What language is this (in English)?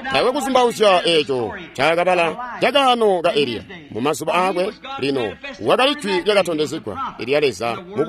Tonga (Zambia)